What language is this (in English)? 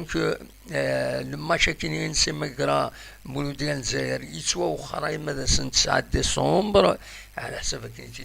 Kabyle